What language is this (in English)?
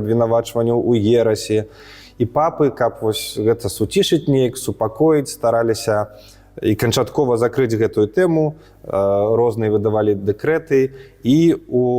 Belarusian